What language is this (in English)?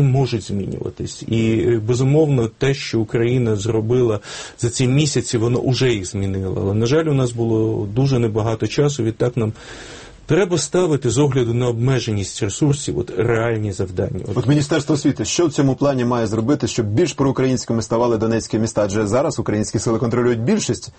Ukrainian